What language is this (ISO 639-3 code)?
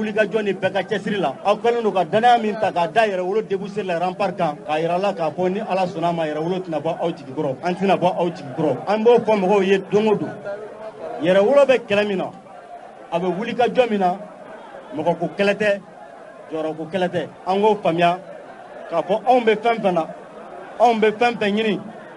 bam